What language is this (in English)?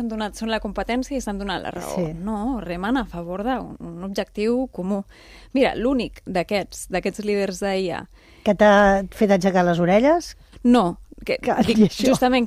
Catalan